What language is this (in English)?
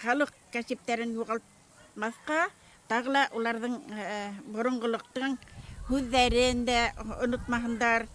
Bashkir